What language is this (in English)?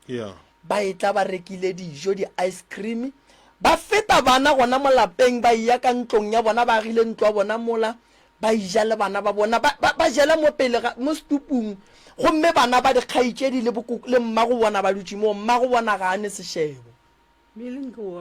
Northern Sotho